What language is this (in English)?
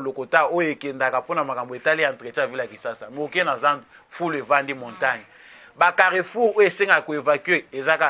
Lingala